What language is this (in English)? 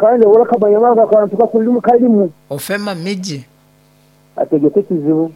Nyankole